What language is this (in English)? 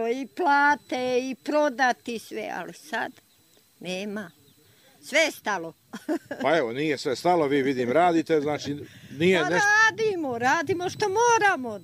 Croatian